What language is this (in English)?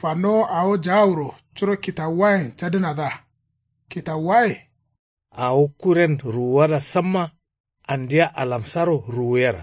Kanuri